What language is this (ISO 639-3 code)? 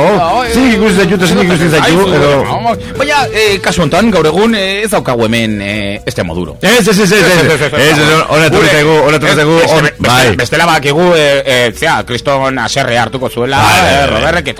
eus